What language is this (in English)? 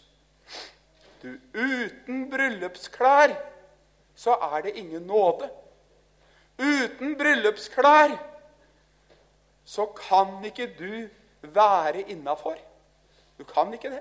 Norwegian